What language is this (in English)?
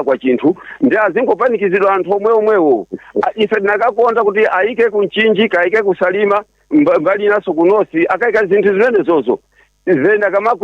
Nyanja